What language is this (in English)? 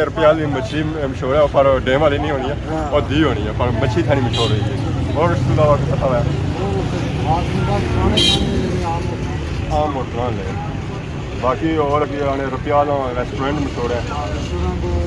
Pahari-Potwari